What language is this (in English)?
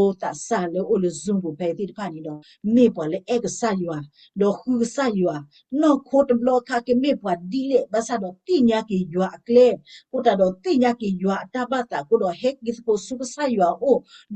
S'gaw Karen